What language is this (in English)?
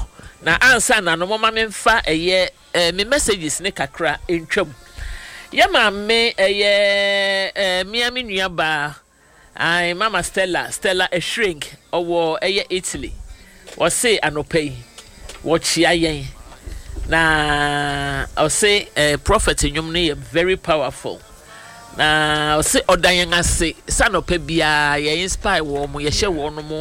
Akan